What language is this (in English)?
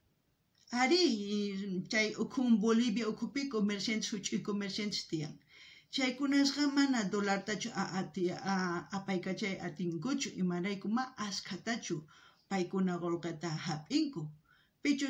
South Bolivian Quechua